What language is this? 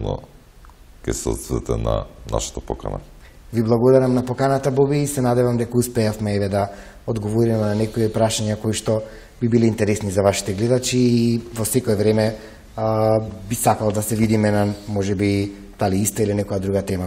Macedonian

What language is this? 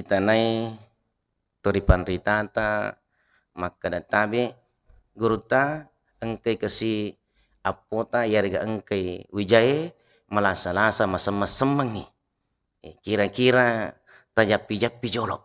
Buginese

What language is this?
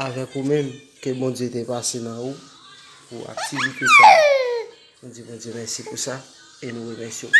Haitian Creole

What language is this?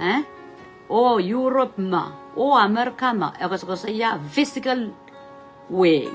Pohnpeian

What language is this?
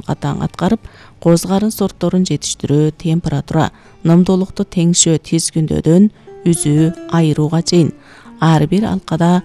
Kyrgyz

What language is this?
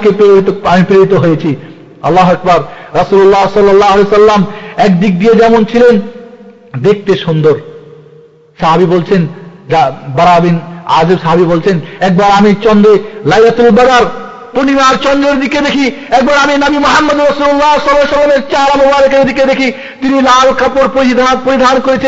Bangla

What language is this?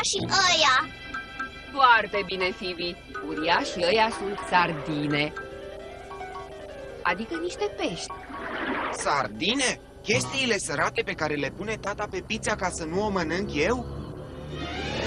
Romanian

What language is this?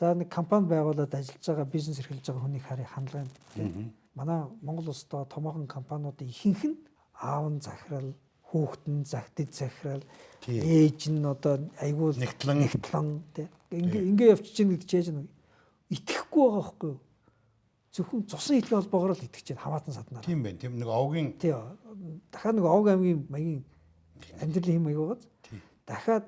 Mongolian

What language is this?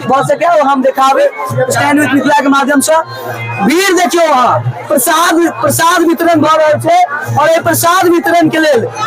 Maithili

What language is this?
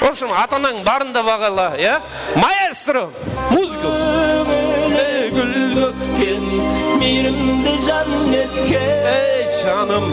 Kara-Kalpak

